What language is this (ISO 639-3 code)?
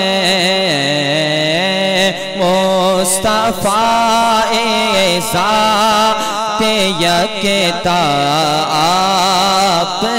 urd